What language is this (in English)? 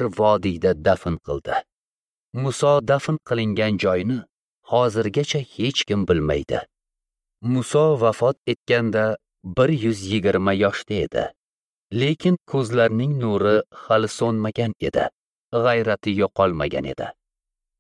Uzbek